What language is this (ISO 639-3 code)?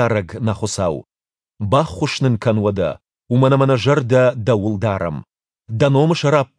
oss